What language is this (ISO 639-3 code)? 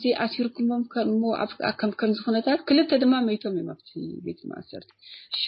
tir